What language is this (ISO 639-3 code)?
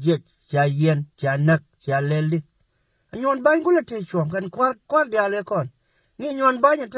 nus